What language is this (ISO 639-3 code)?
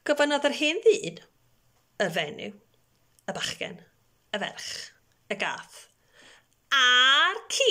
cym